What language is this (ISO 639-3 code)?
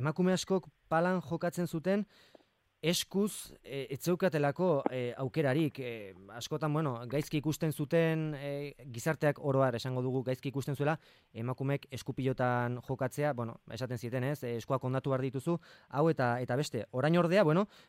eus